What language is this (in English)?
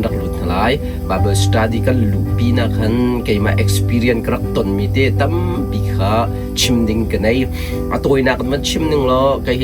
Hakha Chin